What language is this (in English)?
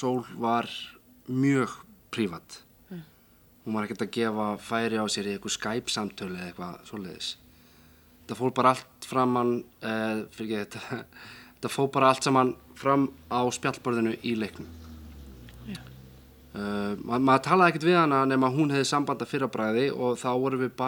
Icelandic